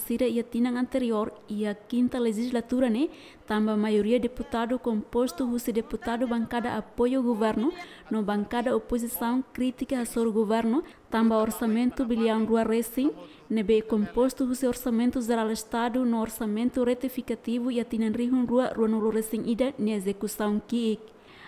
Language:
Tetum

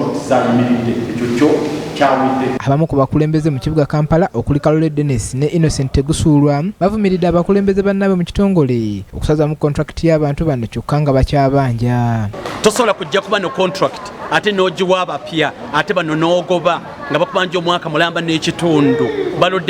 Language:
Ganda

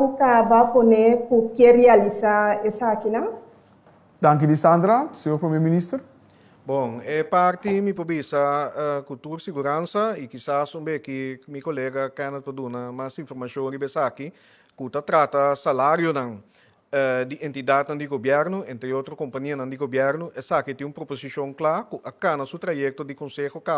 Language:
Papiamento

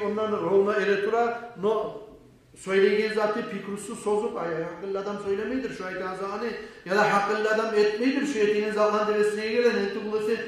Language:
Kumyk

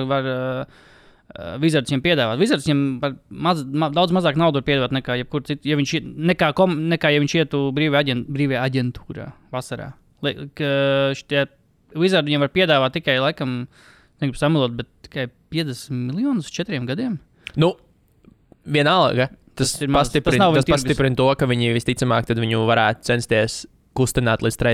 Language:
Latvian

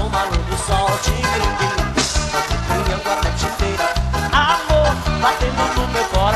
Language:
Portuguese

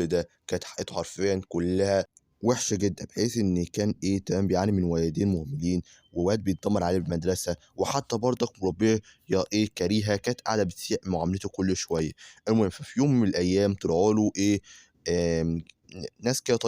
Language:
Egyptian Arabic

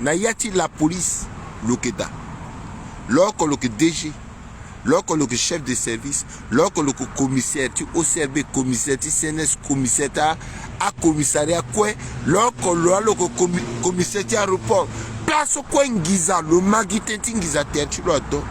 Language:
Sango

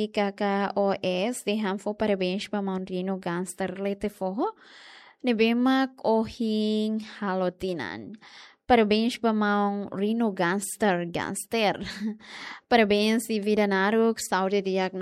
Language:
Tetum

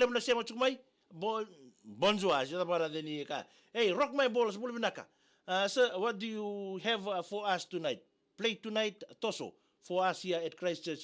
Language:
Fijian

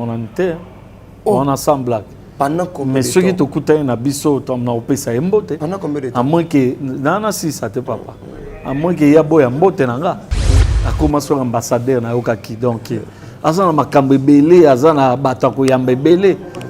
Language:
Lingala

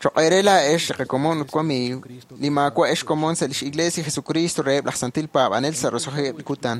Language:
Kekchí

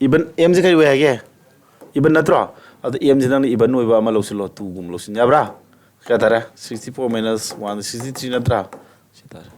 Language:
Manipuri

